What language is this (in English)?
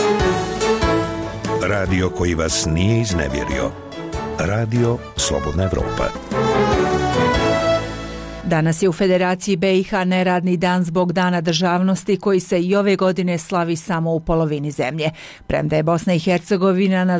Bosnian